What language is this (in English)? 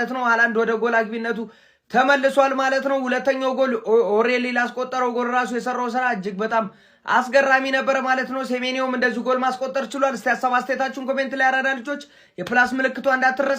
Amharic